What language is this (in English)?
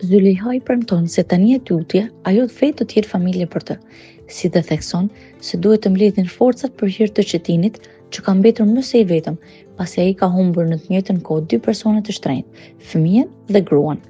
Albanian